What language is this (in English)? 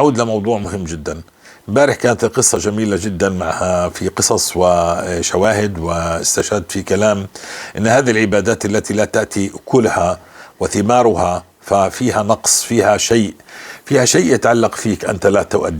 North Levantine Arabic